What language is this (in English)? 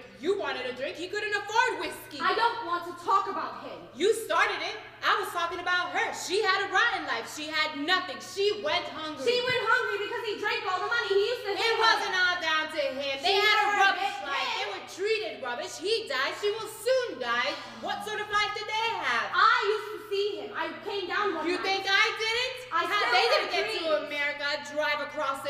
English